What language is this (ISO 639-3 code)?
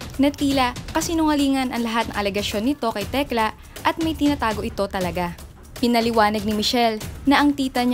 fil